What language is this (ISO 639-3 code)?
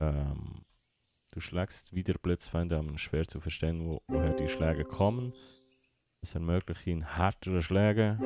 gsw